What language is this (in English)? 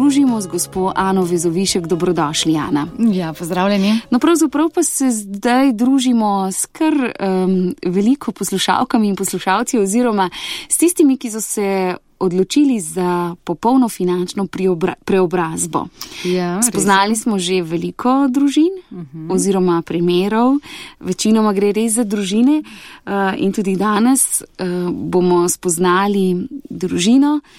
Slovenian